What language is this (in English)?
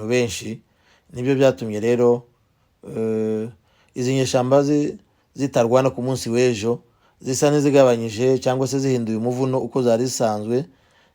Kinyarwanda